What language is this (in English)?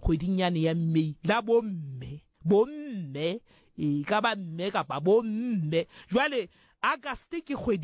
Southern Sotho